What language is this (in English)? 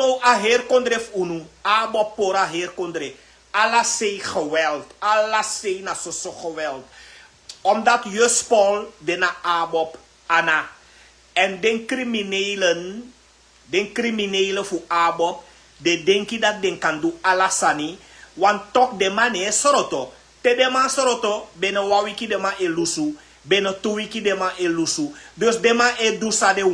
Sranan Tongo